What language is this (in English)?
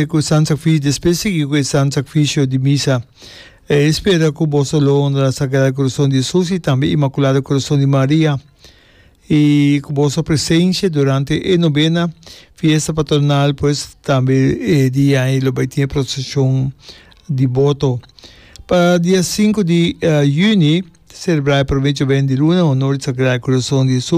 Papiamento